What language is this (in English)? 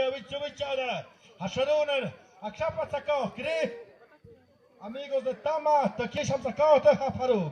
Tlahuitoltepec Mixe